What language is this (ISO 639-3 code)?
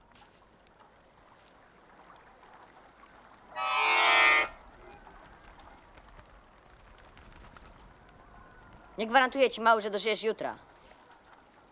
pol